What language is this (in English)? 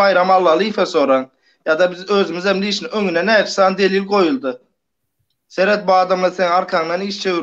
Turkmen